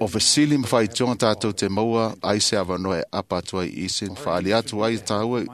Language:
Samoan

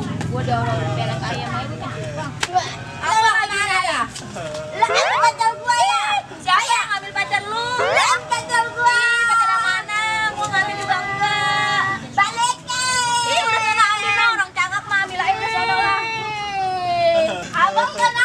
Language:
Betawi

